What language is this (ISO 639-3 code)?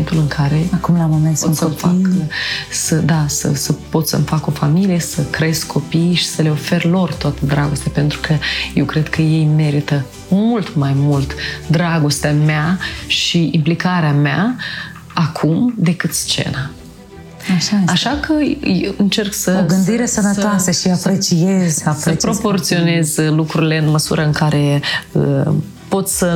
ron